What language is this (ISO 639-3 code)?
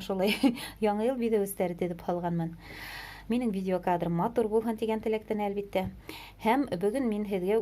bak